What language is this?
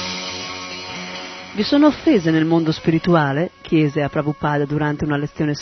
Italian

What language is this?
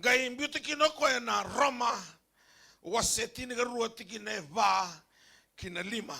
Fijian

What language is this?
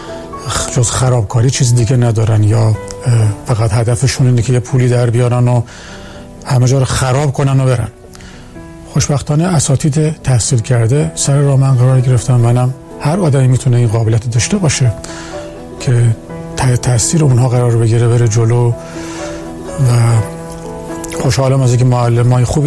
Persian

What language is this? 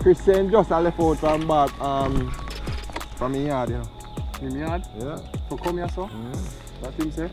Jamaican Creole English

